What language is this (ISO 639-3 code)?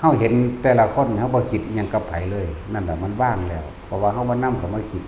tts